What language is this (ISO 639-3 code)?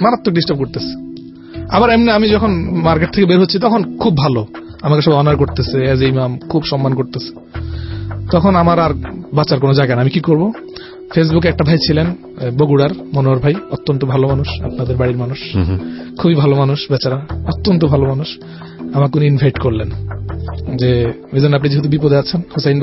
ben